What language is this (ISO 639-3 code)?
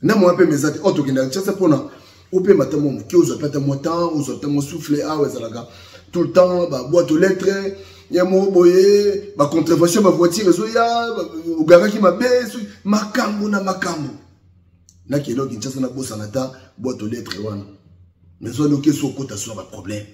lin